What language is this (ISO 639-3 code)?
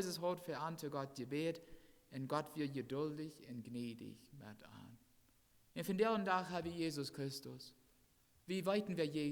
pdt